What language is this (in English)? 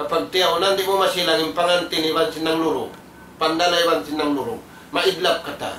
Tausug